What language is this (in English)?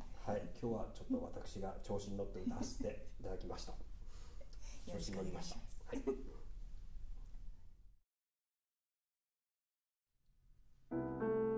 Japanese